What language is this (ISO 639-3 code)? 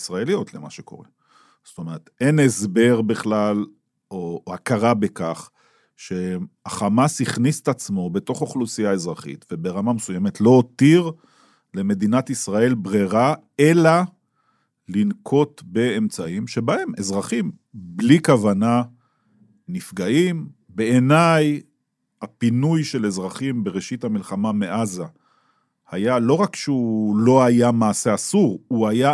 heb